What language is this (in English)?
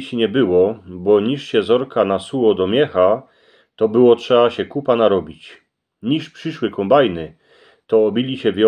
Silesian